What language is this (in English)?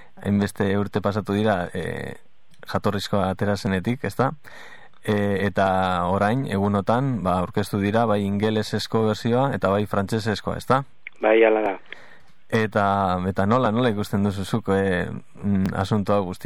Basque